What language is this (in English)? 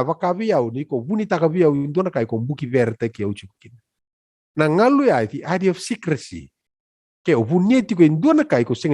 Fijian